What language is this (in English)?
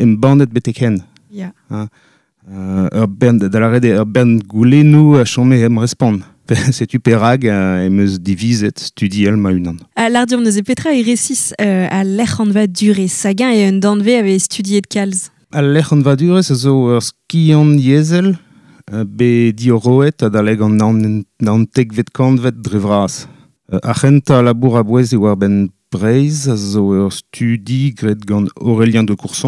Breton